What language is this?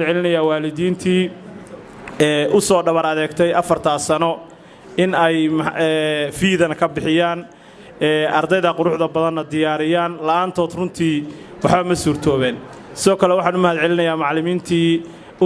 Somali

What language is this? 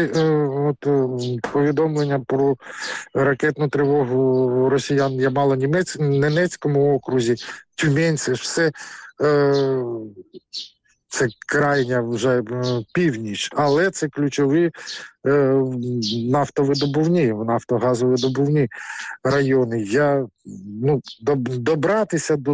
Ukrainian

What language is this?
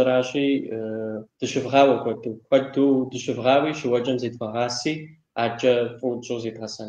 Kabardian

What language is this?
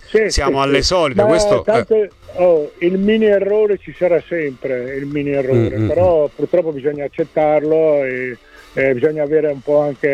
Italian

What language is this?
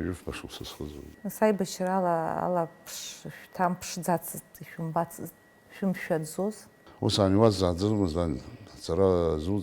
Abkhazian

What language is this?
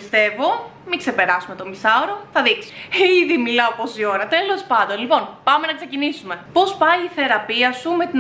Greek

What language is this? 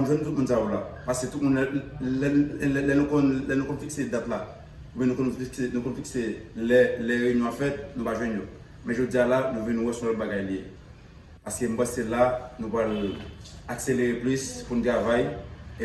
Haitian Creole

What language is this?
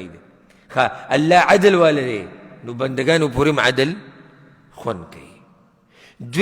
Pashto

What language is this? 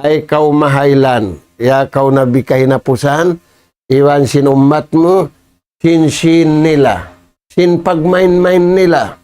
Tausug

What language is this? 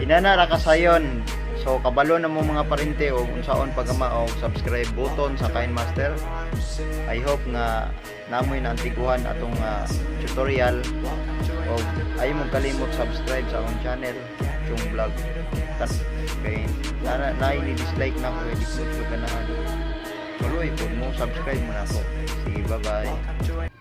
Cebuano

